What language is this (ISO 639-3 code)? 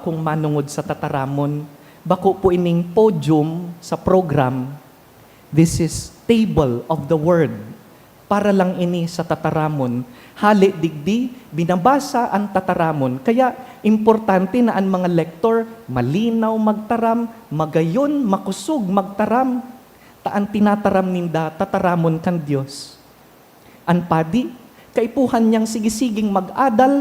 bik